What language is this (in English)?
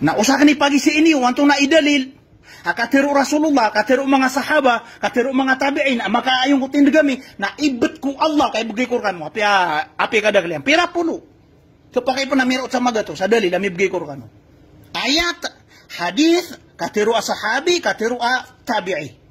Maranao